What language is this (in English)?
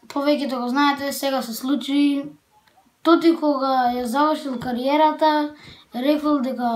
Macedonian